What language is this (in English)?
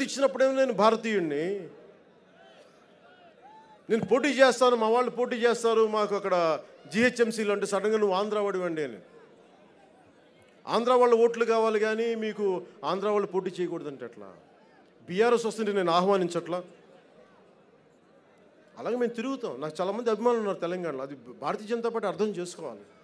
Telugu